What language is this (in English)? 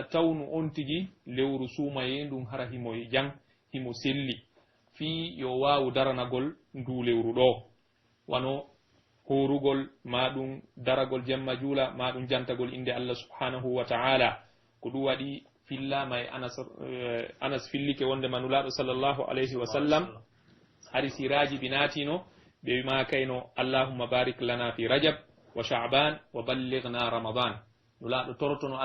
Pular